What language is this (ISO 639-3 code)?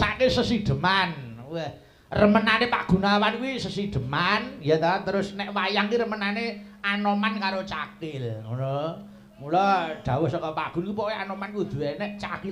jav